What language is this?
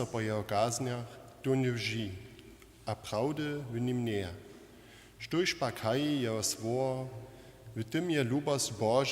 Upper Sorbian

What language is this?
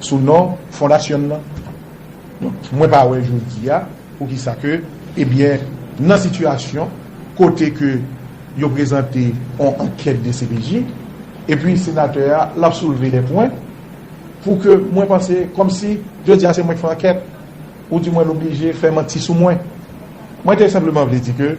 Haitian Creole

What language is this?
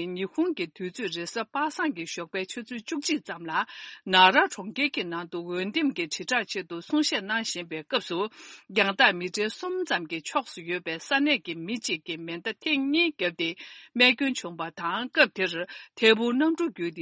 Tibetan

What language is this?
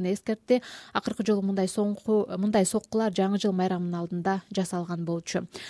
Kyrgyz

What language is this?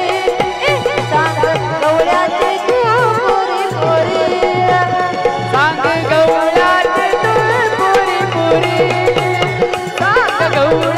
Marathi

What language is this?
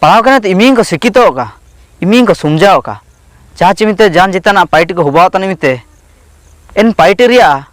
Ho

